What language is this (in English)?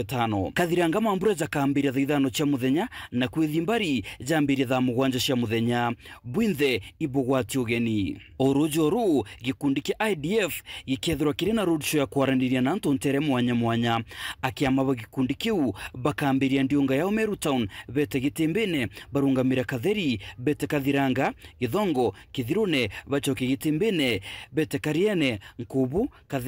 Meru